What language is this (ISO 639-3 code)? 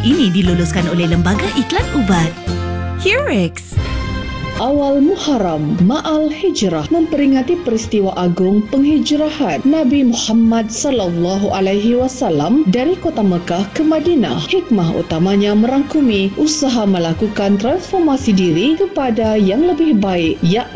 msa